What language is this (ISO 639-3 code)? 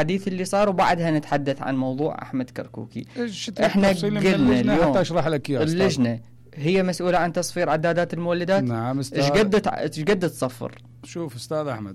acm